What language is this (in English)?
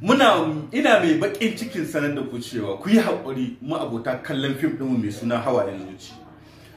Hausa